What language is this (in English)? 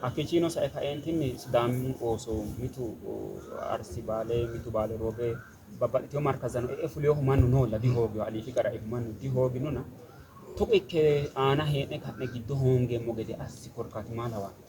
Sidamo